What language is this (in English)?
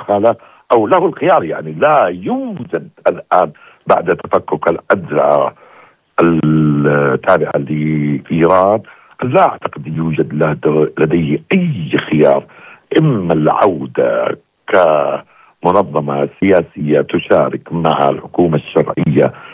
Arabic